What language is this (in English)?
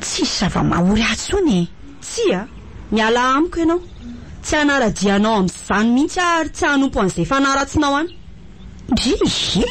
Malagasy